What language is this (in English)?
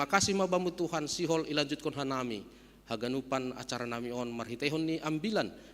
Batak Simalungun